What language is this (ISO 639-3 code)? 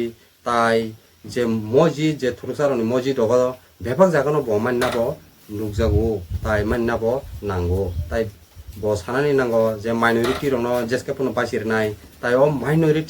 trp